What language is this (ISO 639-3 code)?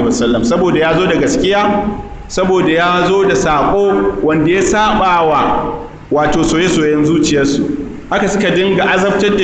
hau